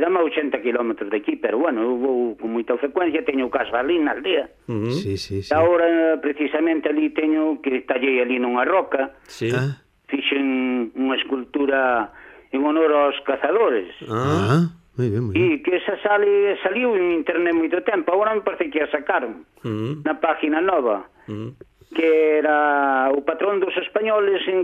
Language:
Galician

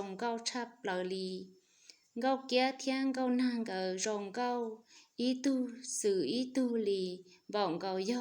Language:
Hmong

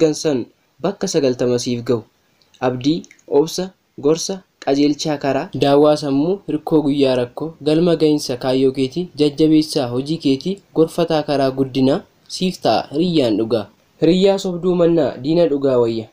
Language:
Oromo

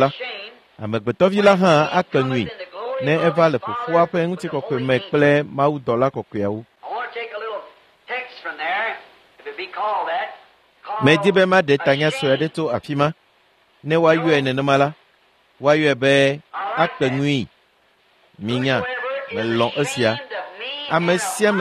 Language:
Ewe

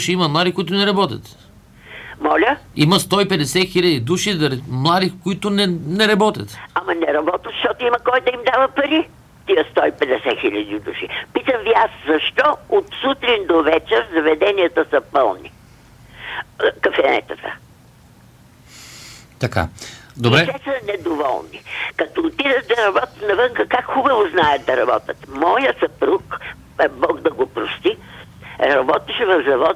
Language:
Bulgarian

